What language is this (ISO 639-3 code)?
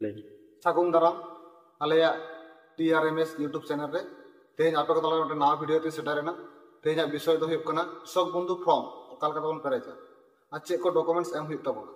sat